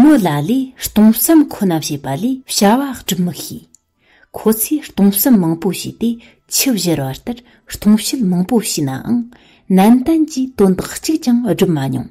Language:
Tibetan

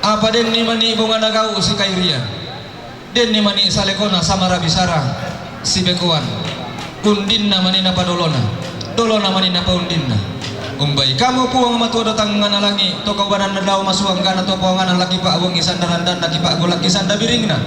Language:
Toraja-Sa'dan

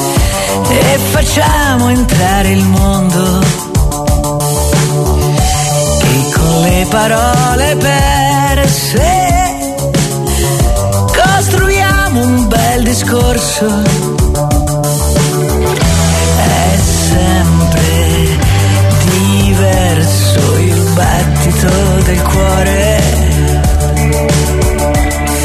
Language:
Italian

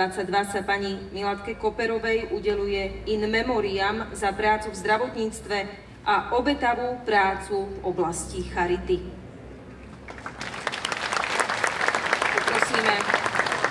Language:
Slovak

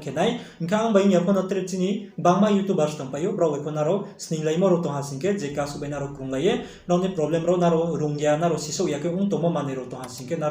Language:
Riang (India)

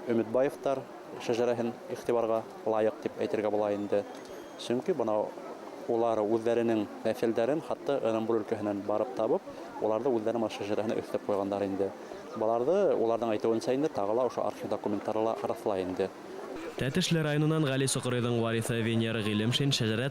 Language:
Bashkir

